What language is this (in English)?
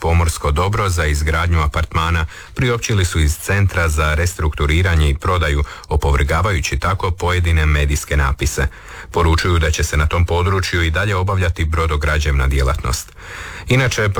Croatian